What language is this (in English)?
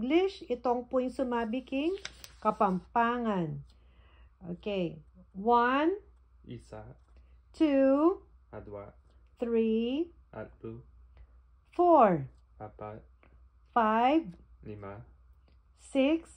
Pampanga